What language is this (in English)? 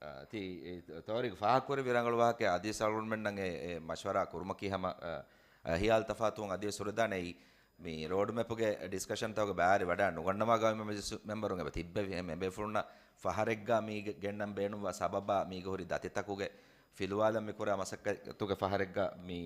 Divehi